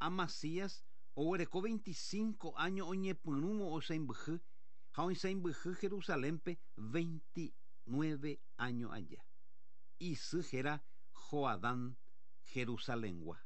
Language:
Guarani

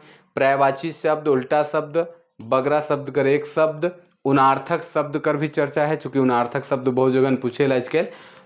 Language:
Sadri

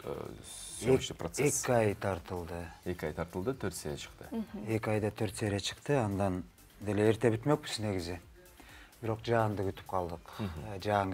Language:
Kyrgyz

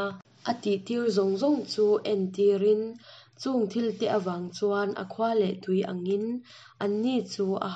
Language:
Hakha Chin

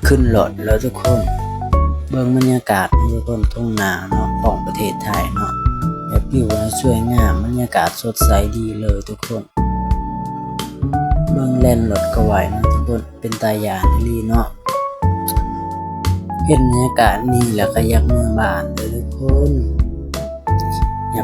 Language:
Lao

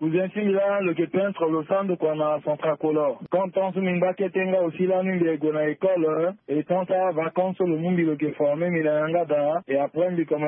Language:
Sango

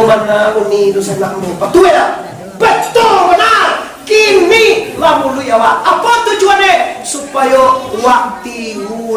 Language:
Minangkabau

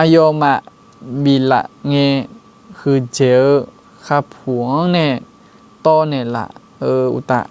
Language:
Akha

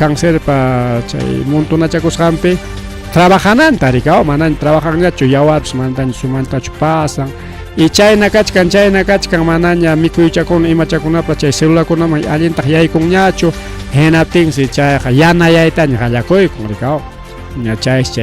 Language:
Ayacucho Quechua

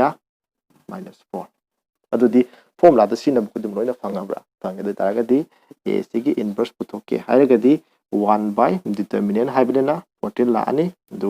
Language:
Manipuri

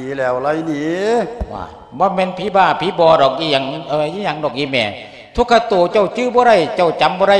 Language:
Lao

